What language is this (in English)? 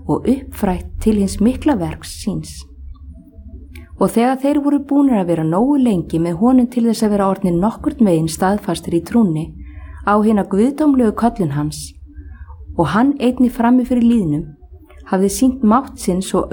Icelandic